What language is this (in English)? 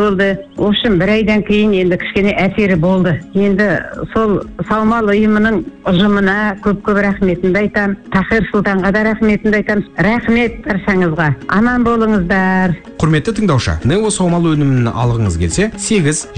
Kazakh